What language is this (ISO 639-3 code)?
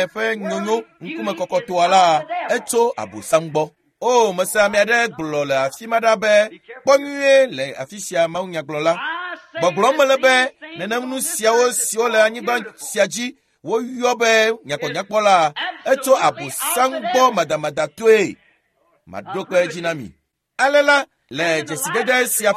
ewe